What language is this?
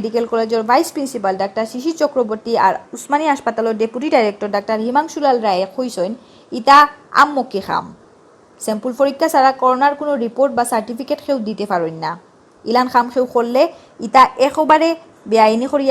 Sylheti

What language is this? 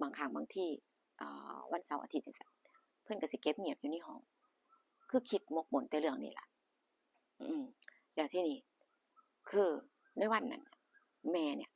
Northeastern Thai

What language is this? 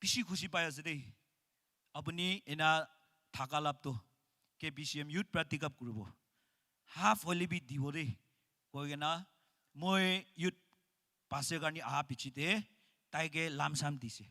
Naga Pidgin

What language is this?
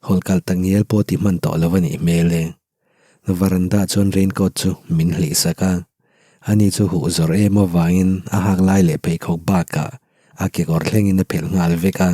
Mizo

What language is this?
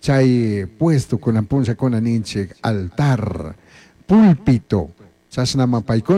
Chimborazo Highland Quichua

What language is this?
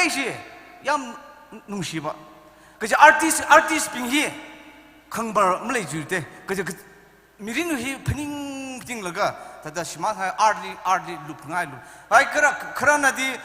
Tangkhul Naga (India)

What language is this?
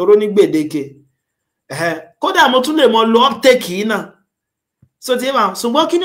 Yoruba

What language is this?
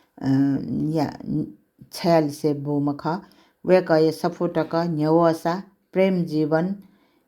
Newari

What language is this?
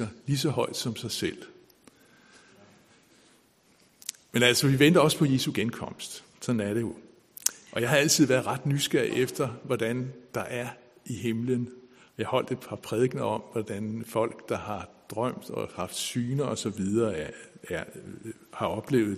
Danish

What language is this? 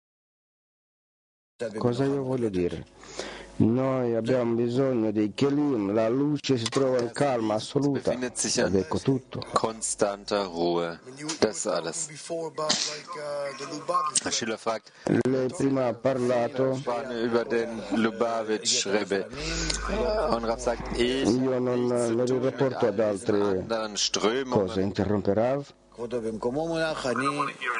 Italian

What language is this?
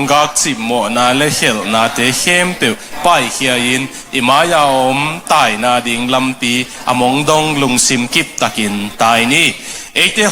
Tedim Chin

